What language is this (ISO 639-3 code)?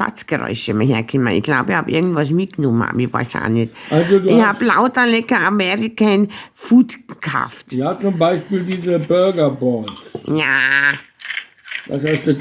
bar